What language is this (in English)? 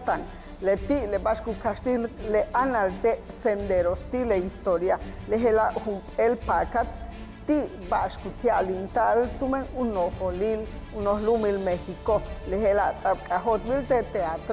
Yucateco